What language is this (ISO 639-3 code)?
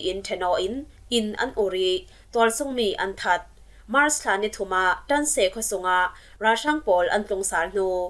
cfm